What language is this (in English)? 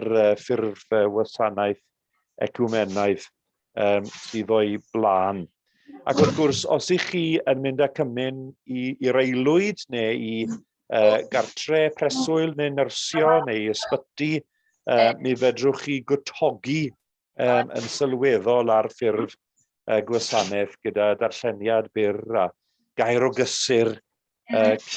Welsh